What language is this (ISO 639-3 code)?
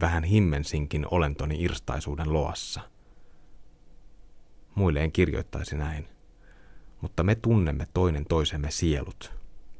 fin